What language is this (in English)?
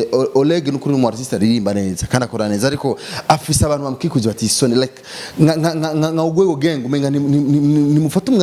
Rundi